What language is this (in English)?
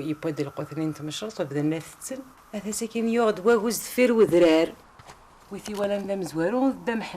Kabyle